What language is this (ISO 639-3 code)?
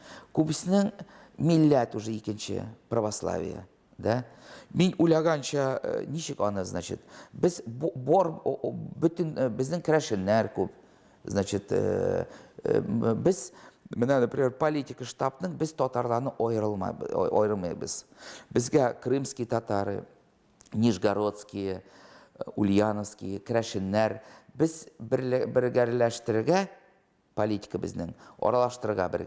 tat